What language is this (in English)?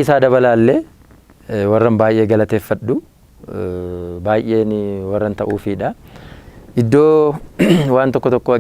Oromo